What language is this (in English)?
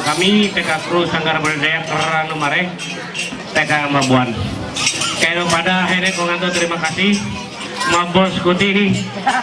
Ma'anyan